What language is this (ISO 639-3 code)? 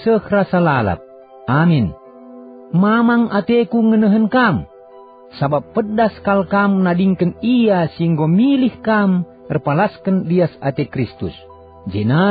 btx